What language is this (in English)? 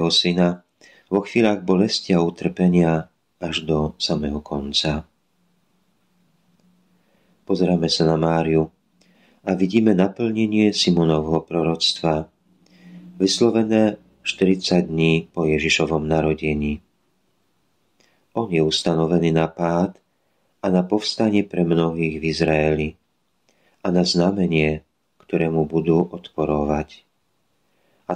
Slovak